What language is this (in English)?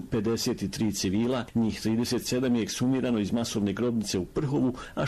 Bosnian